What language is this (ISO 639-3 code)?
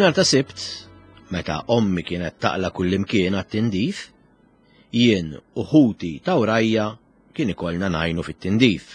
mlt